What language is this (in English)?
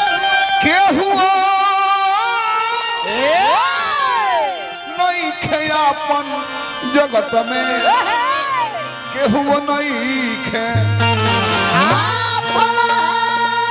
Bhojpuri